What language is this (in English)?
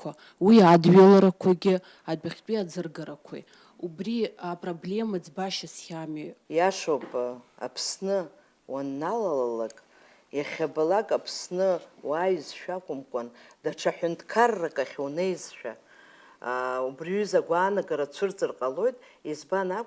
Abkhazian